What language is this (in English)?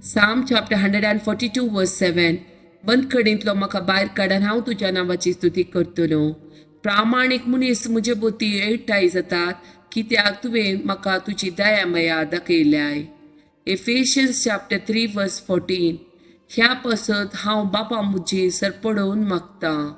Konkani